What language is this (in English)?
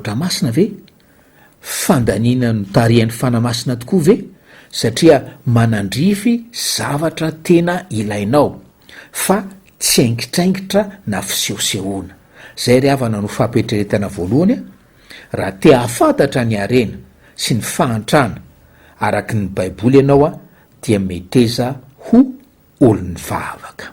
Malagasy